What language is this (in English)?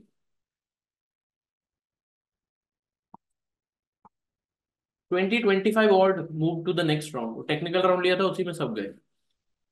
Hindi